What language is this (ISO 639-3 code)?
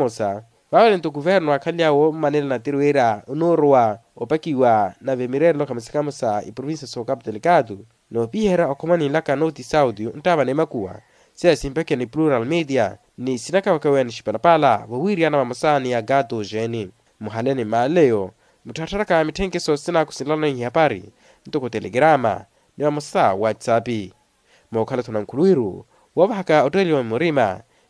vmw